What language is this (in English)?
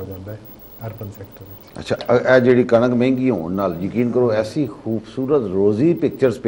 Punjabi